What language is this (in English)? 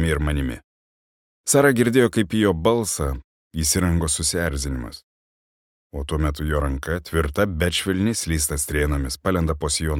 Lithuanian